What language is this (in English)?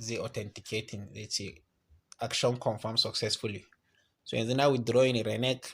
Hausa